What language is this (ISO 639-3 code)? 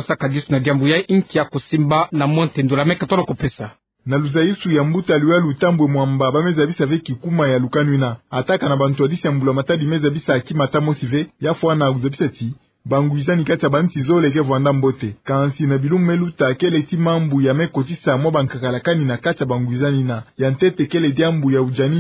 ktu